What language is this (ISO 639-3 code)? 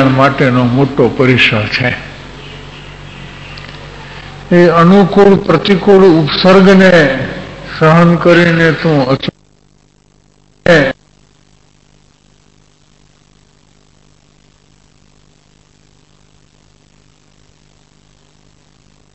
guj